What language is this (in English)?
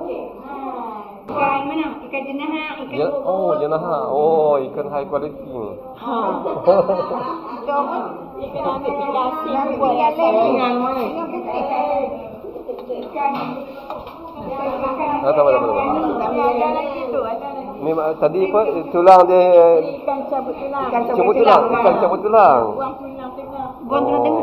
Malay